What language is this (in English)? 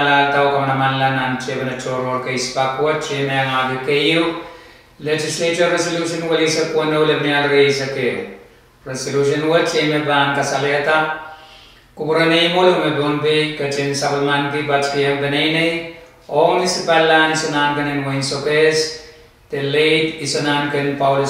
Pohnpeian